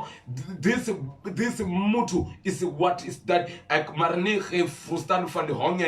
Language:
Venda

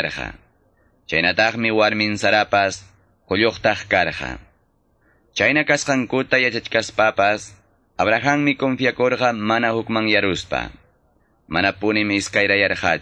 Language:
Ayacucho Quechua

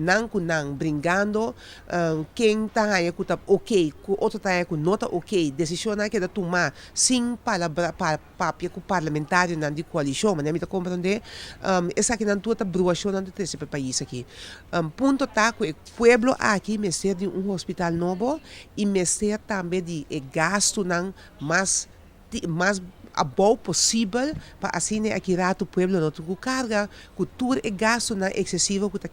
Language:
Papiamento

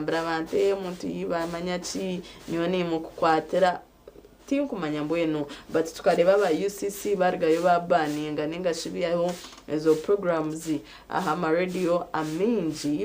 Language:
Nyankole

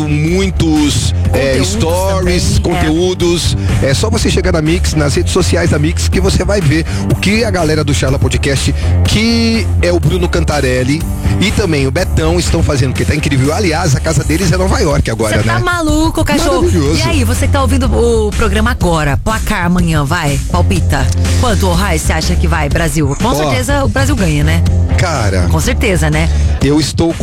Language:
Portuguese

